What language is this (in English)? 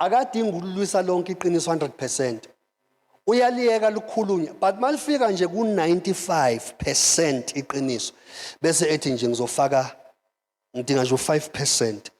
Zulu